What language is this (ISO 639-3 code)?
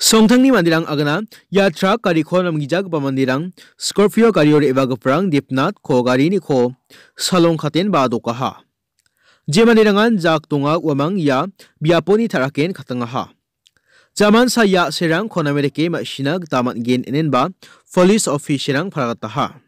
grt